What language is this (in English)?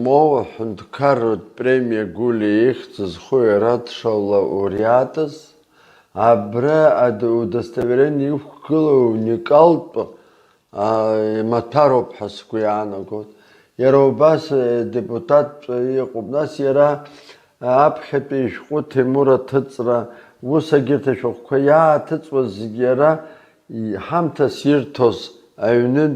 Abkhazian